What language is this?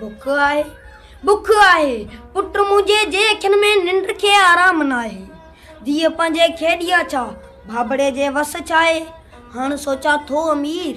Sindhi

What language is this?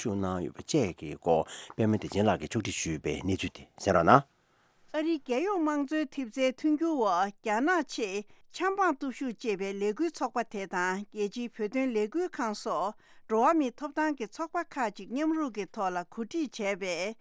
Tibetan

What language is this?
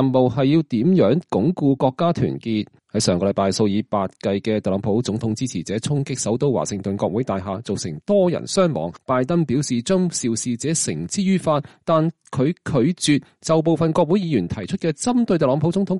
Cantonese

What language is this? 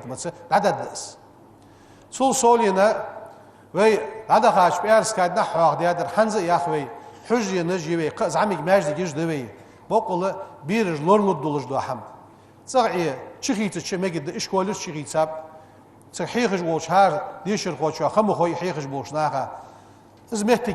Ingush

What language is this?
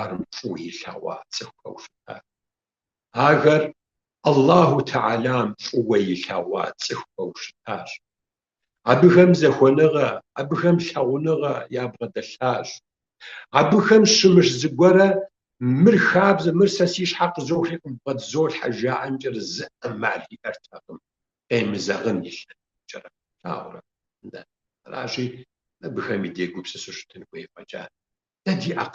Kabardian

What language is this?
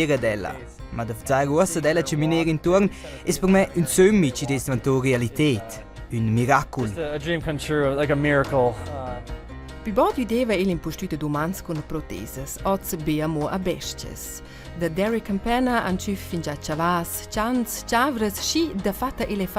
Romansh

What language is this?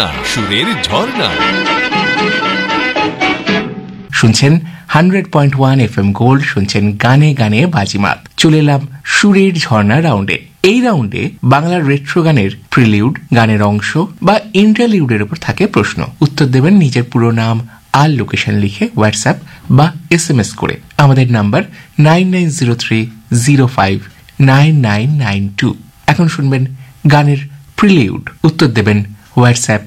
Bangla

